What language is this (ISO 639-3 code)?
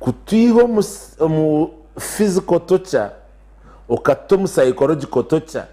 nyn